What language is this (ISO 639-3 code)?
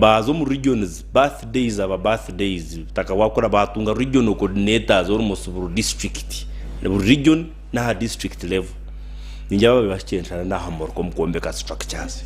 nyn